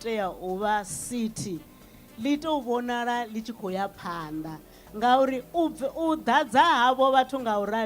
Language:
Venda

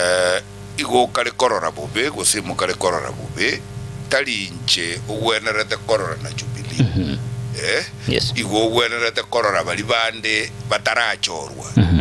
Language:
Gusii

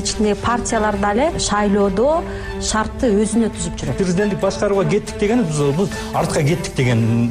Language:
Kyrgyz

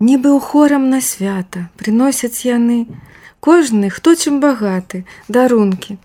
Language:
Belarusian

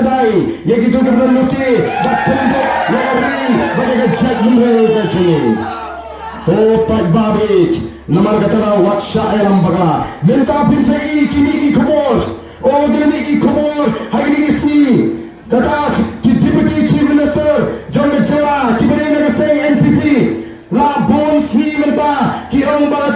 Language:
Khasi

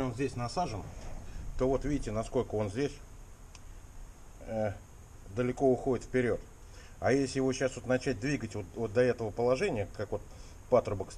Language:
Russian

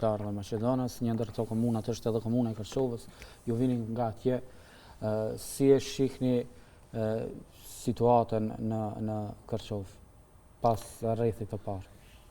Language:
Albanian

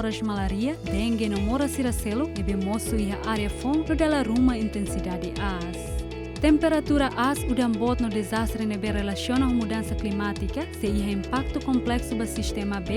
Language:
Tetum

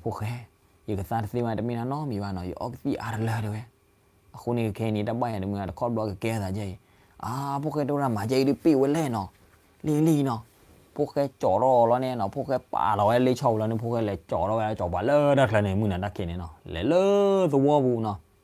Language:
S'gaw Karen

